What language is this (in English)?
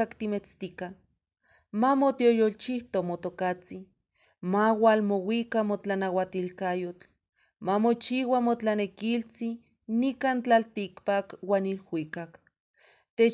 Eastern Huasteca Nahuatl